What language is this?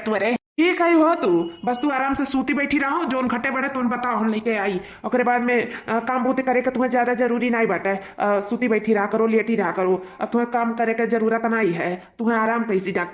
Awadhi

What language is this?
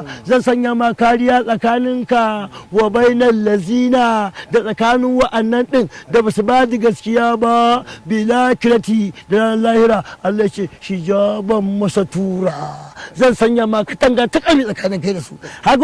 Hausa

